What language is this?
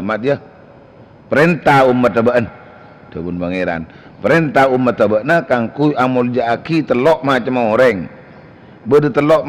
Madurese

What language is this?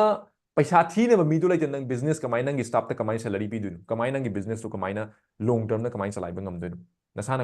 Manipuri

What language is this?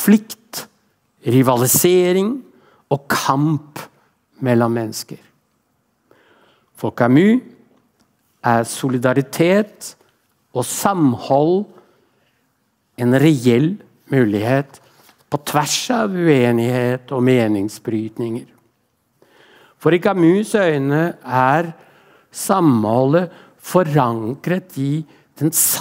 Norwegian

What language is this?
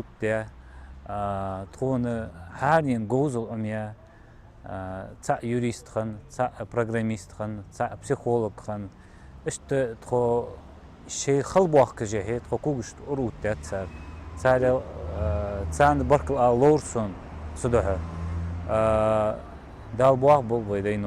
Ingush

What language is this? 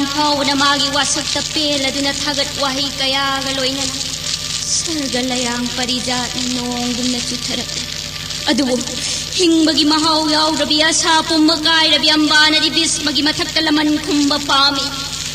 Manipuri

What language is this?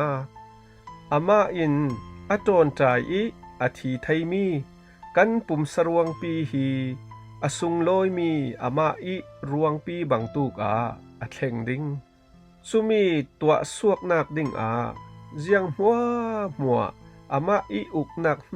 Falam Chin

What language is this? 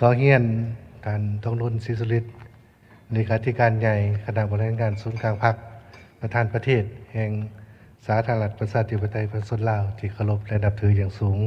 Lao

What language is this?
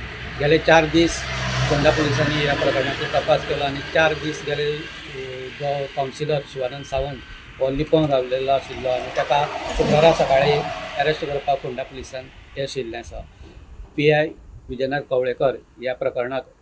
Konkani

